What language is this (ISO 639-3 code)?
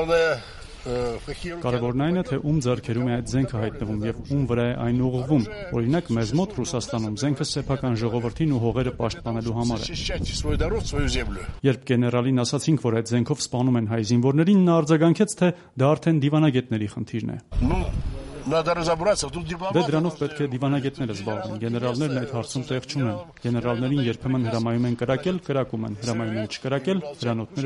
hye